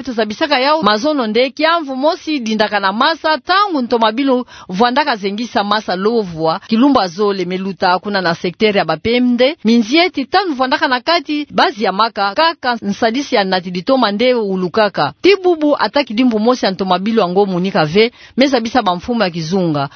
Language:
Kituba (Democratic Republic of Congo)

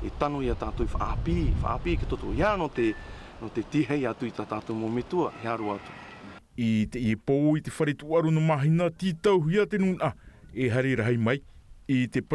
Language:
Tahitian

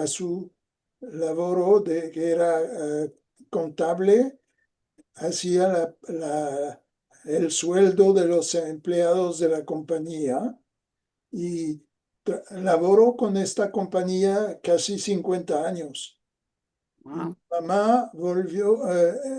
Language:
Ladino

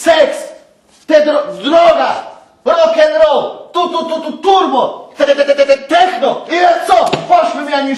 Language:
Rusyn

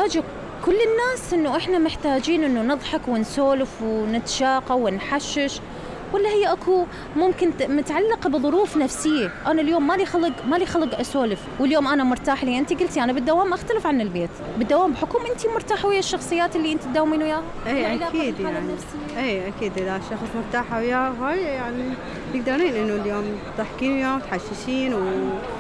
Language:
Mesopotamian Arabic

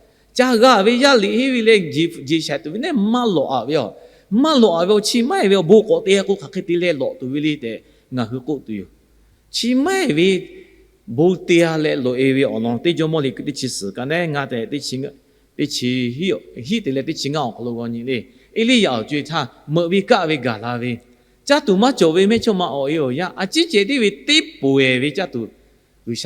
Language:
Lahu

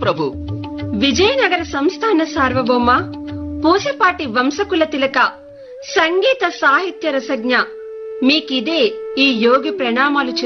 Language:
Telugu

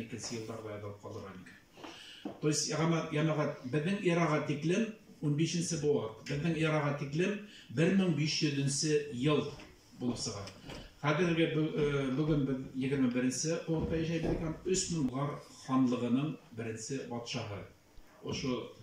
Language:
Bashkir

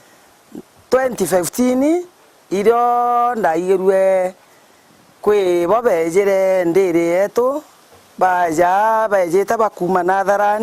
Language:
Meru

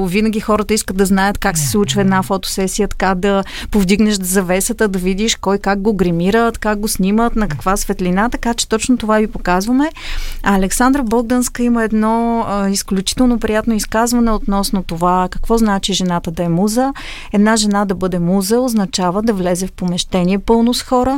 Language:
Bulgarian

